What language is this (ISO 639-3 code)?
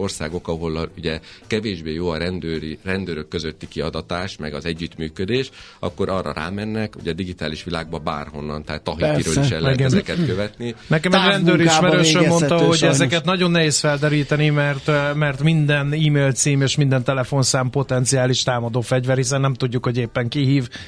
hun